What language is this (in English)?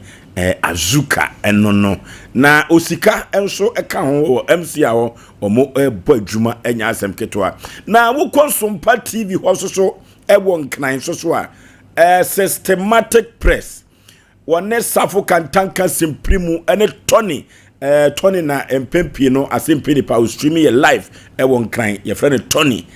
Akan